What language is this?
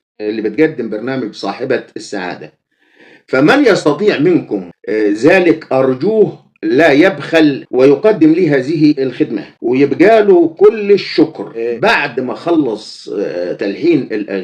Egyptian Arabic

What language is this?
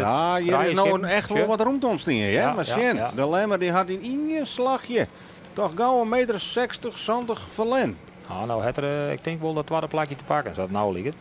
Western Frisian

